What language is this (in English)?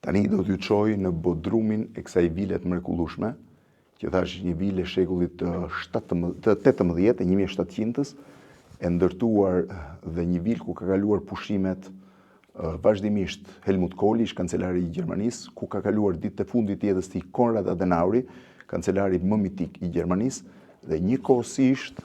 Albanian